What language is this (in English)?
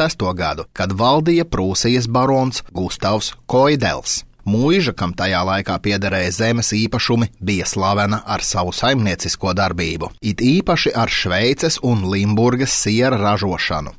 Latvian